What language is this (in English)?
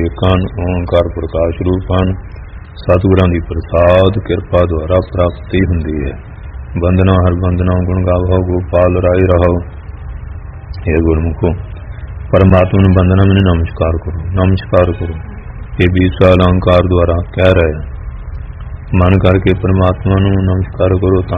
Punjabi